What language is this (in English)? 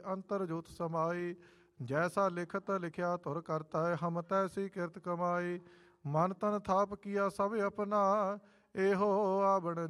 Punjabi